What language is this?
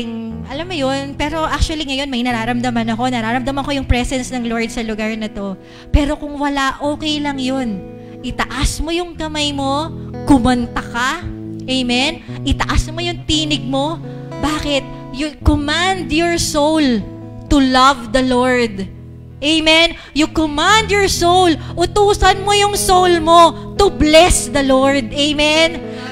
Filipino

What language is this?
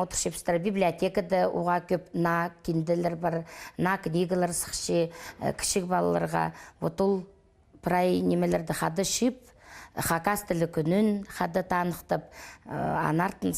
Khakas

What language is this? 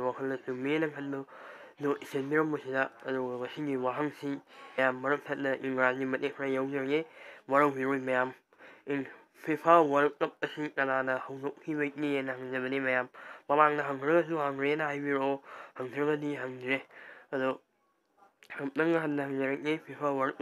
Manipuri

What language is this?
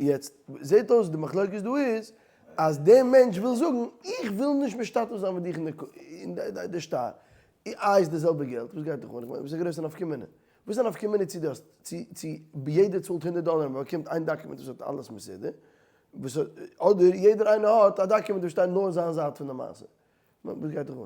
Yiddish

